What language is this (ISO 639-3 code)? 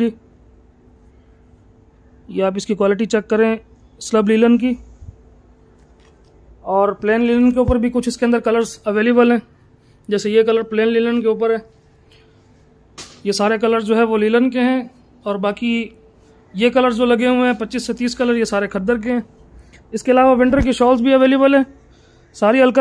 hin